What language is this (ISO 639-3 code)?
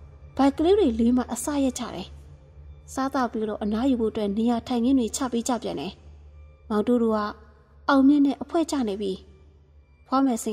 mya